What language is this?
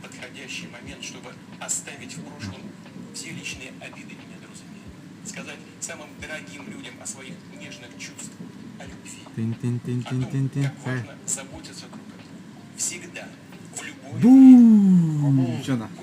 Yakut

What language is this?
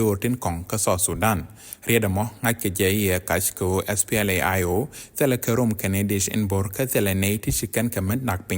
Nuer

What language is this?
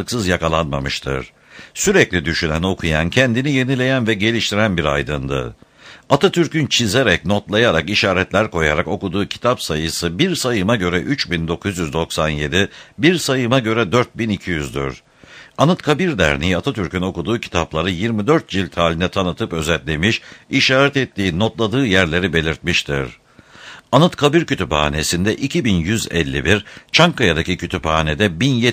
Turkish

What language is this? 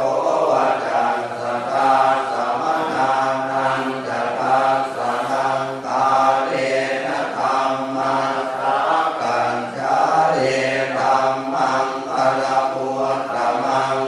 Pali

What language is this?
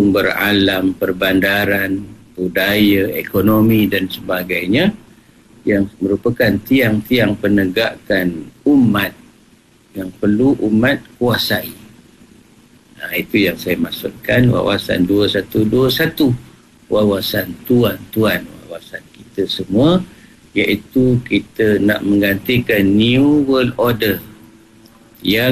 Malay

